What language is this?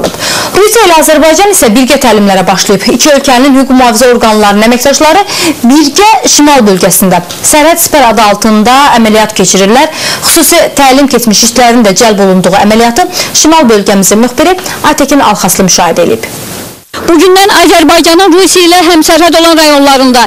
Azerbaijani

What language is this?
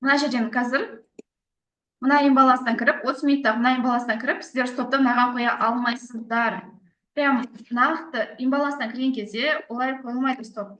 Kazakh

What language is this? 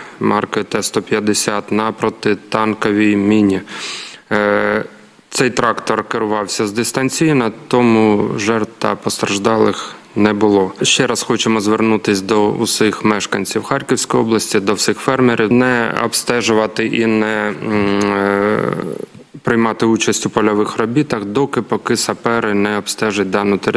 Ukrainian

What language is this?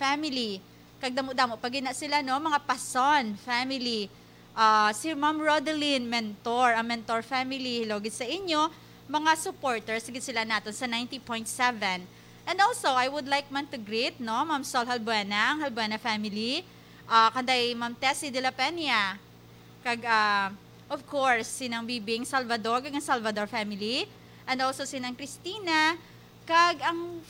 Hiligaynon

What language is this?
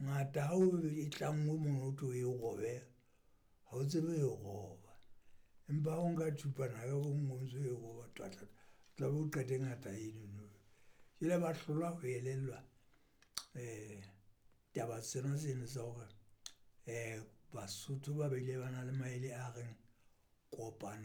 Southern Sotho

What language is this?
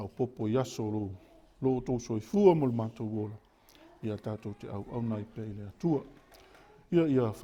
Samoan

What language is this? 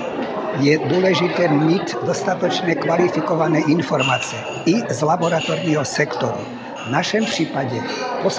Czech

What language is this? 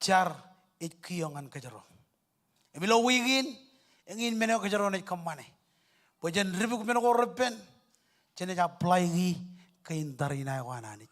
Marshallese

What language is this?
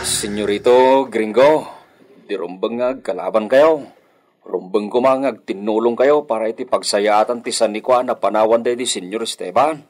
Iloko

